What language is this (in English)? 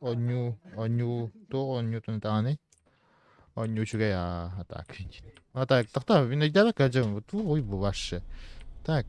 Yakut